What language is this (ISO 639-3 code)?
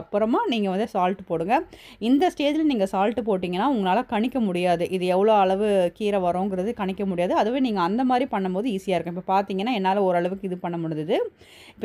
tam